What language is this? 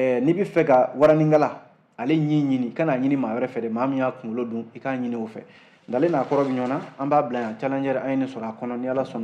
Bambara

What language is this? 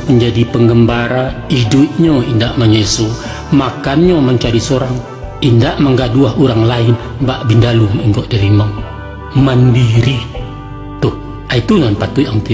Minangkabau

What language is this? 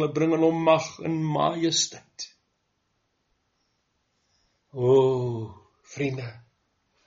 Afrikaans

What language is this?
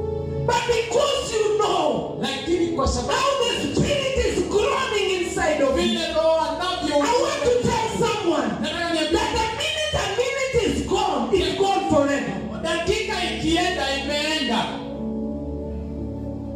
Swahili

